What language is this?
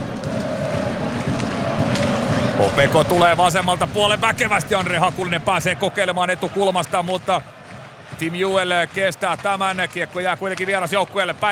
Finnish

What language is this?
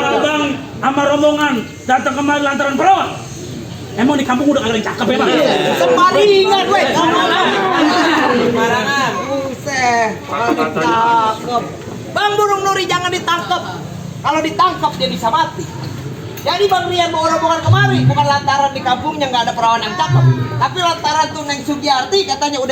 Betawi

